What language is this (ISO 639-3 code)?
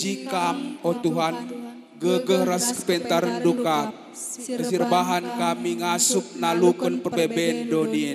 btx